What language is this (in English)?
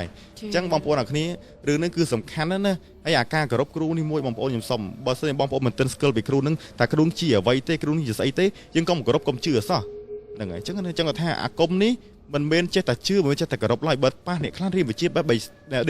Khmer